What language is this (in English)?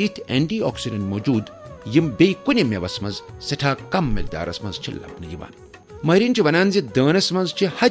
Kashmiri